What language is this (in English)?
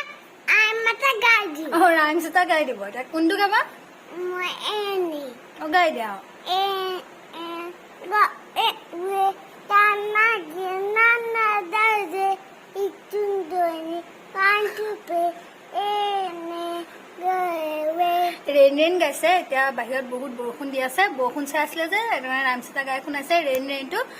Assamese